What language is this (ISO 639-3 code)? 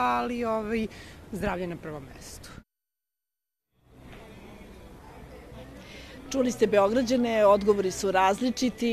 srp